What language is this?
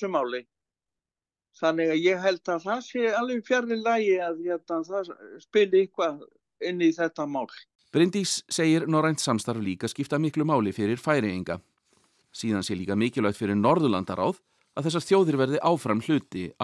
Icelandic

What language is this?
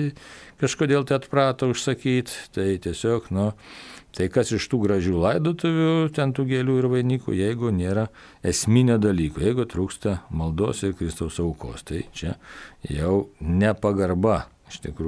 Lithuanian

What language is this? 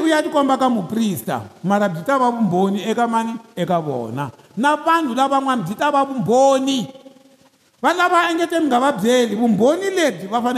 Tsonga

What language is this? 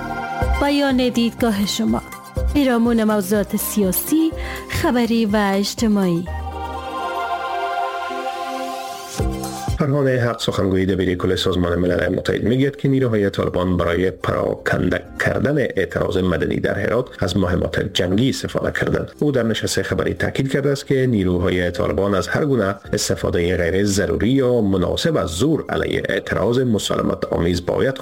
Persian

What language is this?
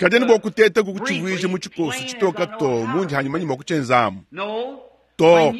Luba-Lulua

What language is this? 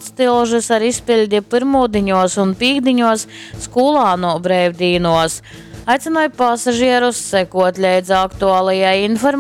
Latgalian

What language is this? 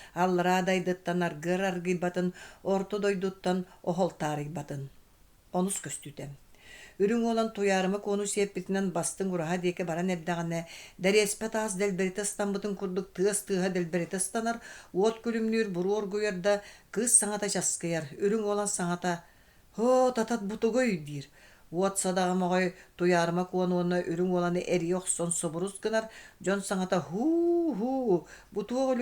Yakut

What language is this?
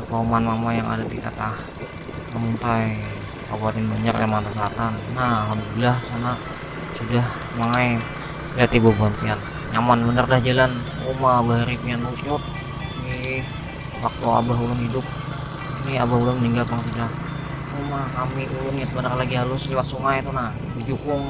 Banjar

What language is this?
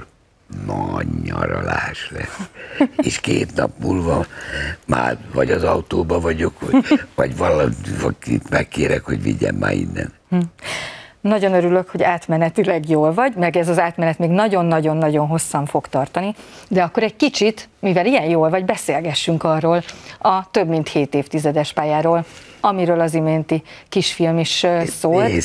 Hungarian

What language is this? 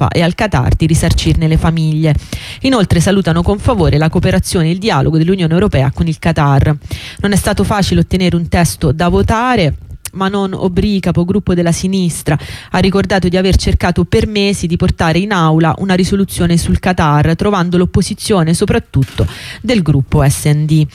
Italian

